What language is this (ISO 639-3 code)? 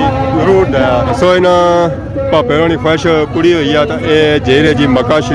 phr